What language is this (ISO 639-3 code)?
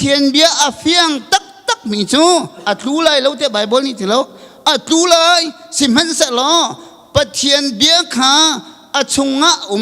cnh